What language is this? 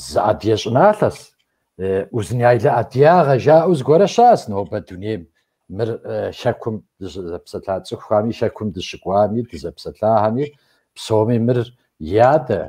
Kabardian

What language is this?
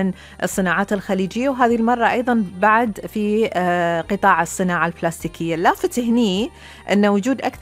Gulf Arabic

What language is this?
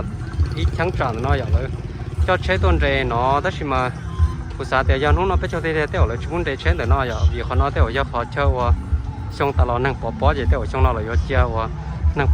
Hmong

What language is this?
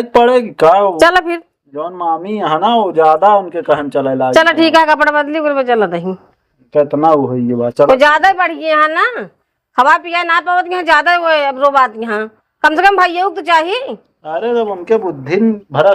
Awadhi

